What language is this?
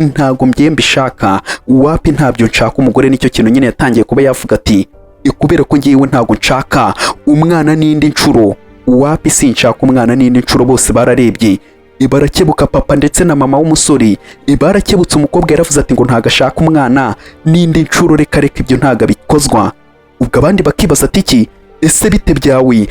Kinyarwanda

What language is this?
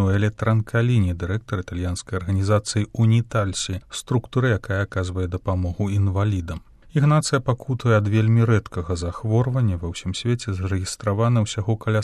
Belarusian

